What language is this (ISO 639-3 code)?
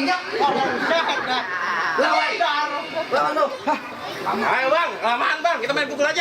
bew